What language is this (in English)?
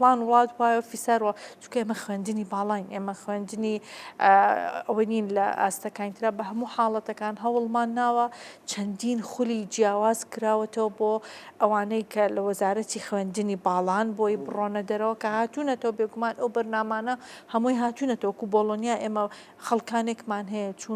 Central Kurdish